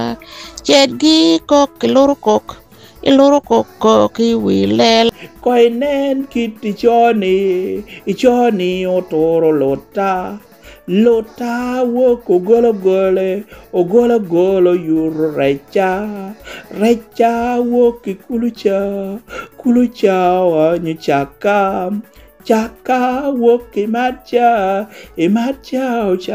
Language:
Lango (Uganda)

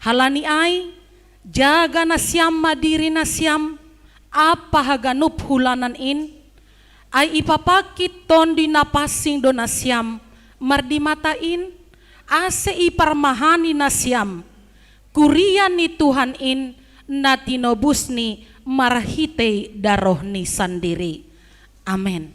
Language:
Batak Simalungun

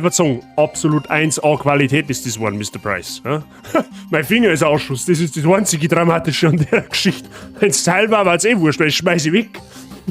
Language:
Bavarian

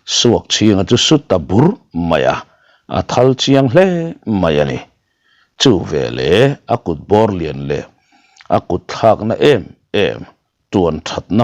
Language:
Mizo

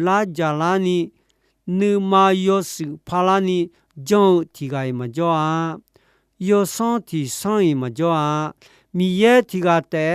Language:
Akha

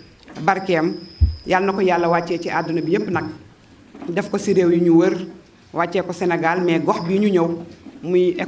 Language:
Wolof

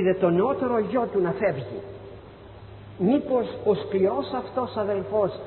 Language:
Greek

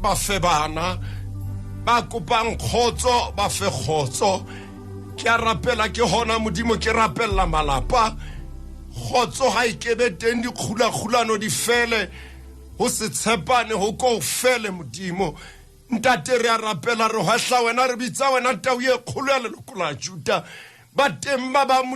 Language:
Southern Sotho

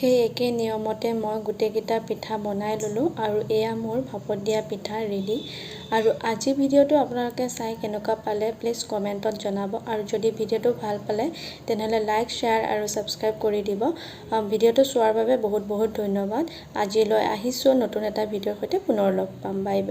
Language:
Assamese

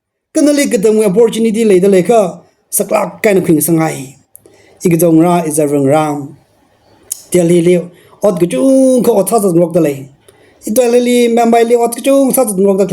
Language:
Tangkhul Naga (India)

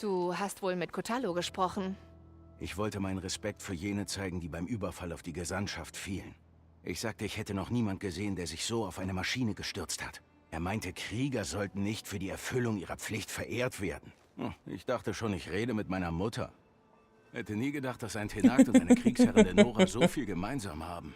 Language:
Bavarian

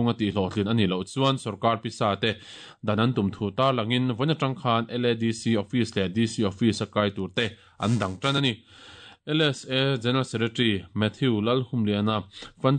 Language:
Mizo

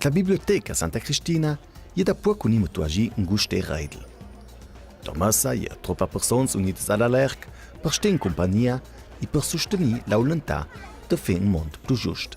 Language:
Ladin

